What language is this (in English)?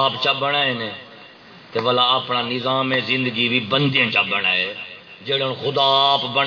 Saraiki